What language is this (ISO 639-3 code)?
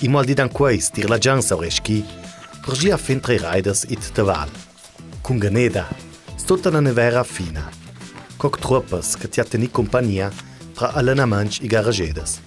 lld